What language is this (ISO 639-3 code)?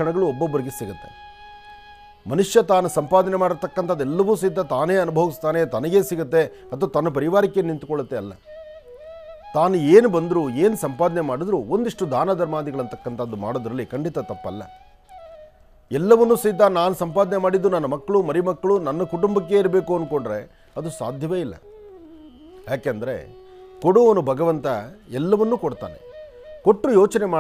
kan